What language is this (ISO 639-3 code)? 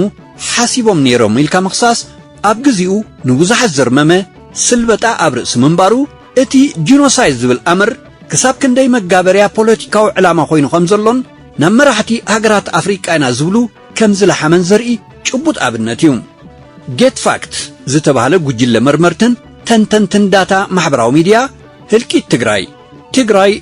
tir